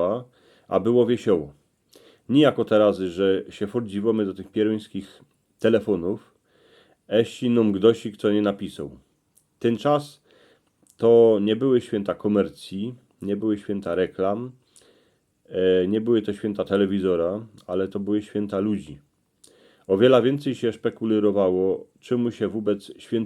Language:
Silesian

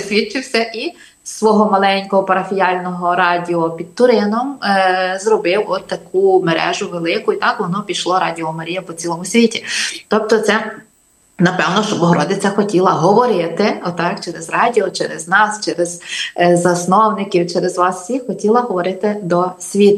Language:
Ukrainian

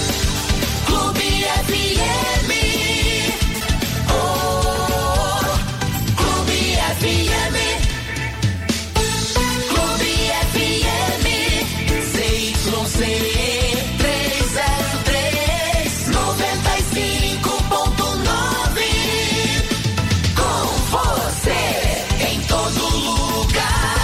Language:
Portuguese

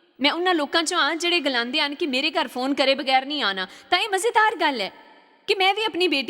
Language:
Dogri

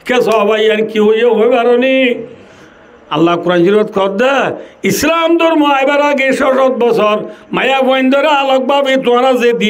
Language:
Rohingya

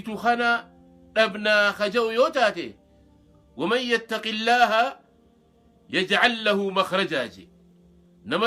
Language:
Oromo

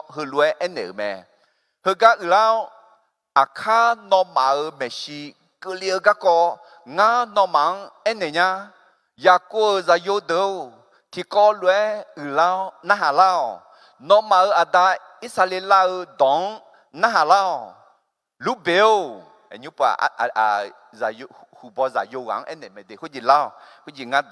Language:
Akha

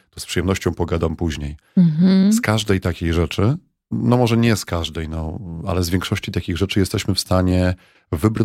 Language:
Polish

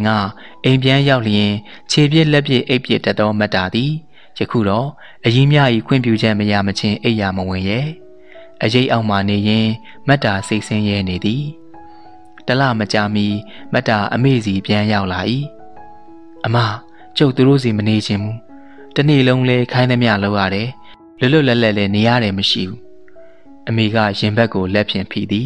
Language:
Burmese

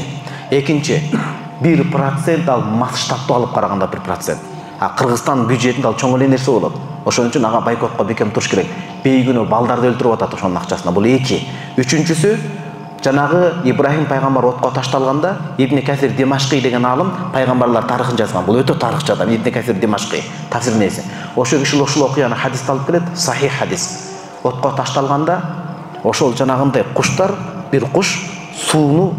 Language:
Kyrgyz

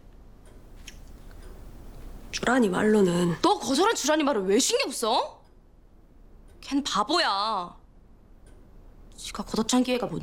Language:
Korean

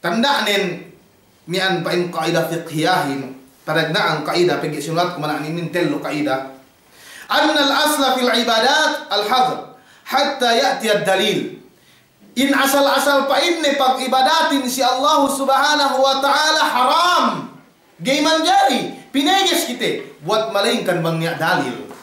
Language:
Yakan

